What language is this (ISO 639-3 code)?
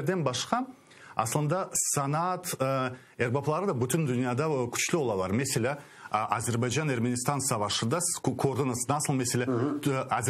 crh